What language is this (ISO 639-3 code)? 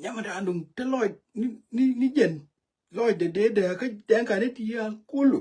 nus